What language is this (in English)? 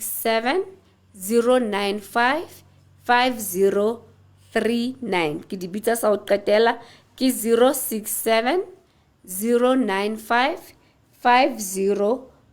Southern Sotho